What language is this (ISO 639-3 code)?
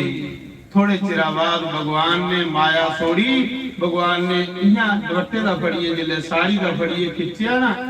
doi